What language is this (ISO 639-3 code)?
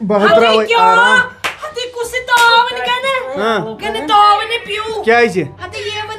kas